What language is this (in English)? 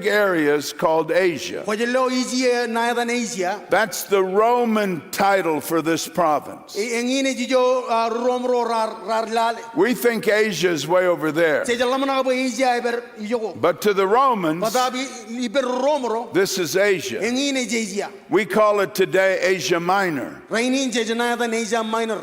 Marshallese